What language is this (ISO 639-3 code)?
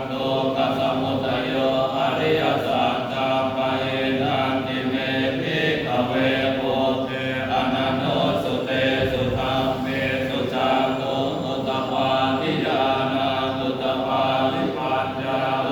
pli